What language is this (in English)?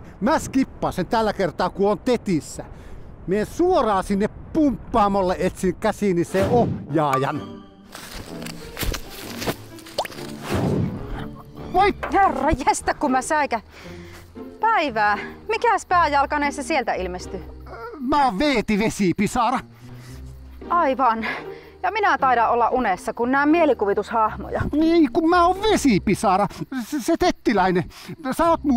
Finnish